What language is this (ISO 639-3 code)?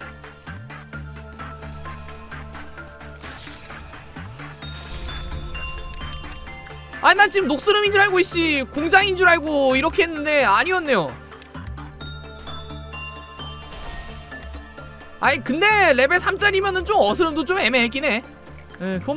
kor